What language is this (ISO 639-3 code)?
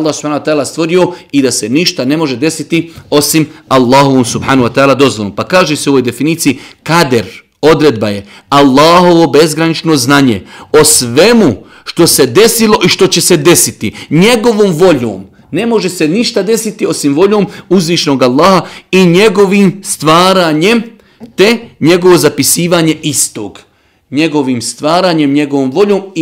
bos